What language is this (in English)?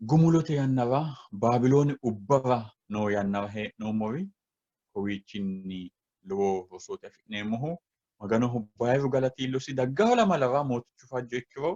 Sidamo